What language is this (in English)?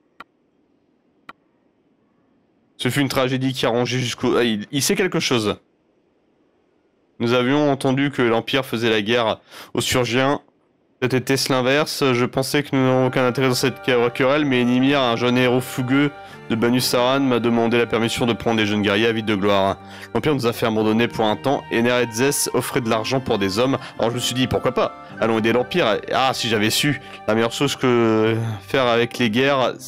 French